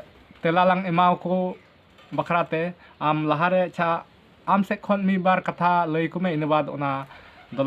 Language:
Santali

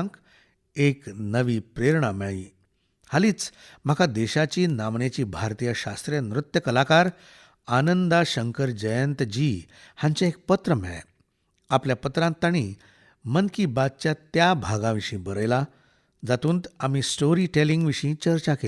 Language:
Konkani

